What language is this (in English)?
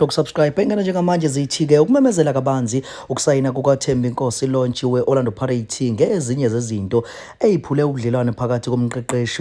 Zulu